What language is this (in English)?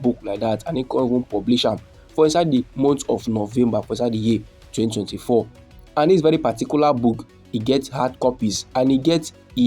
Nigerian Pidgin